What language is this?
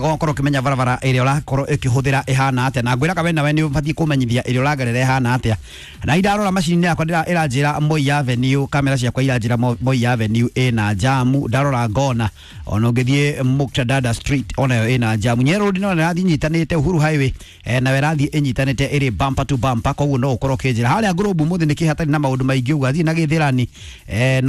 Kikuyu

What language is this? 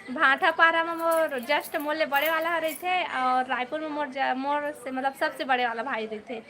Chhattisgarhi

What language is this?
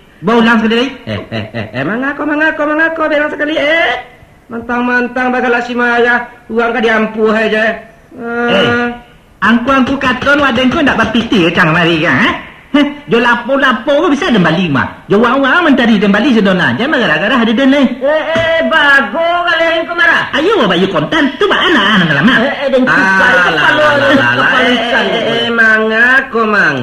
Minangkabau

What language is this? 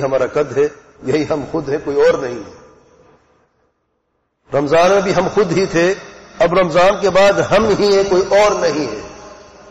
Urdu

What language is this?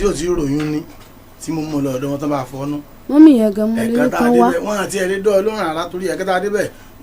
Yoruba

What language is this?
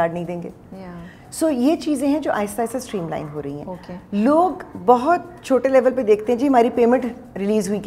Urdu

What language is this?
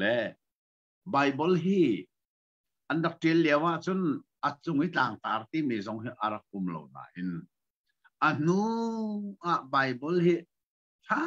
Hakha Chin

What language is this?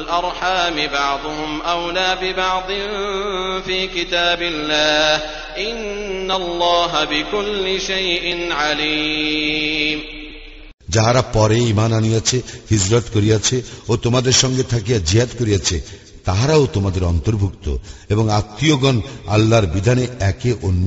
Bangla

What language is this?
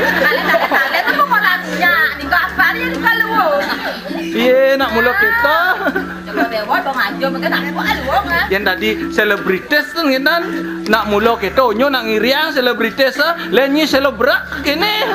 Balinese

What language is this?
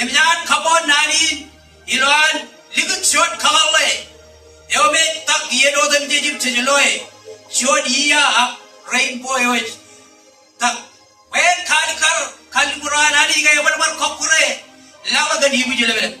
Marshallese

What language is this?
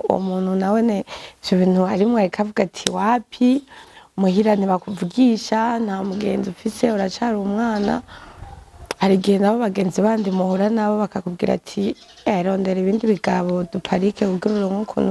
Rundi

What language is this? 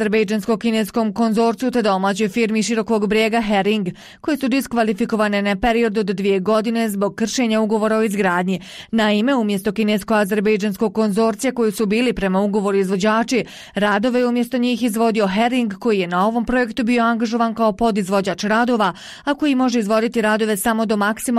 Bosnian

